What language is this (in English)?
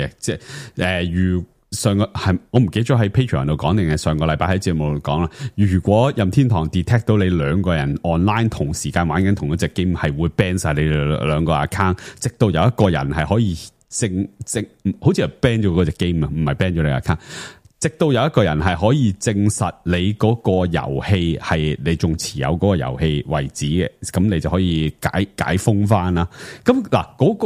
Cantonese